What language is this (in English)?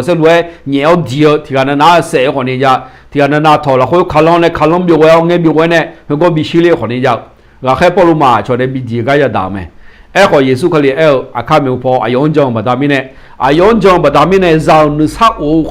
Akha